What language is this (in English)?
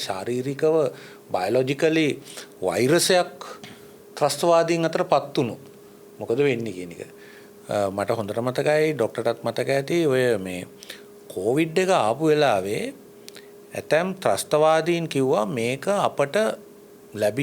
Sinhala